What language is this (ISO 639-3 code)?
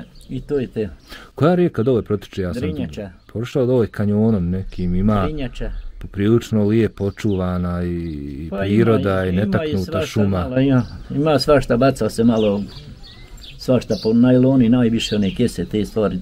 bos